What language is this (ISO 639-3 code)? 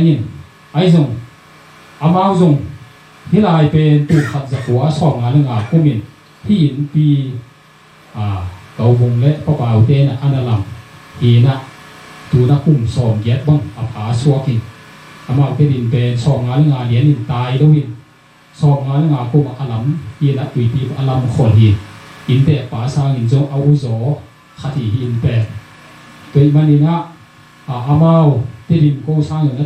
ctd